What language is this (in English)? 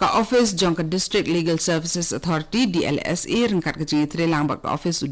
Khasi